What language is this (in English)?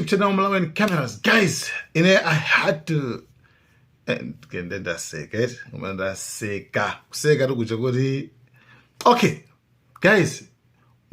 Nyanja